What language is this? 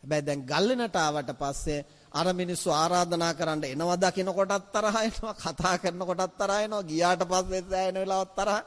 Sinhala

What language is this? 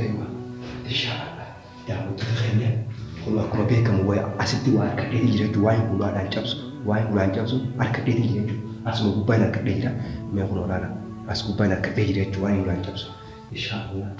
Oromo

